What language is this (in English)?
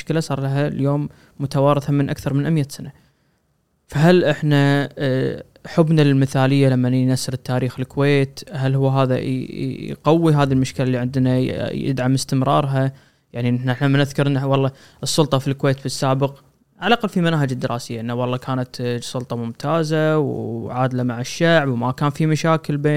Gulf Arabic